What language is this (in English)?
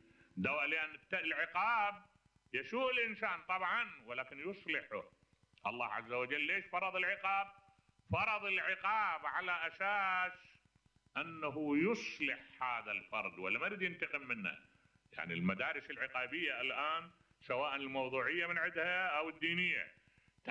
Mesopotamian Arabic